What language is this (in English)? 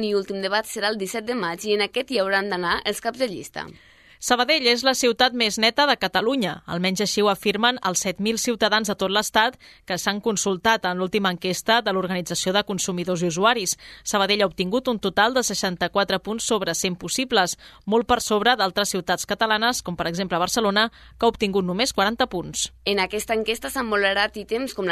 Catalan